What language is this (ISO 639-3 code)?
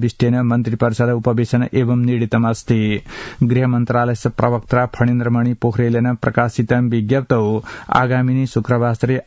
san